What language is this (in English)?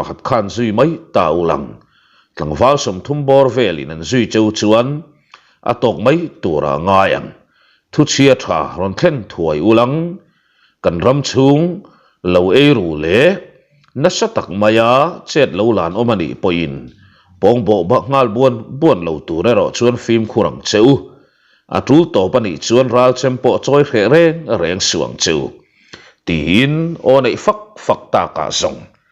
Mizo